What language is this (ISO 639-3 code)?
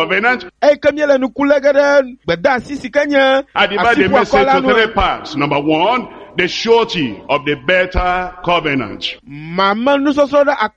ewe